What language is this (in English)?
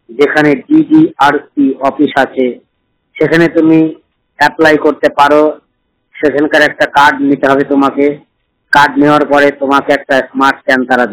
Bangla